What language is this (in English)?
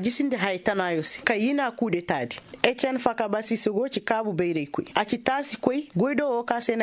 Koyraboro Senni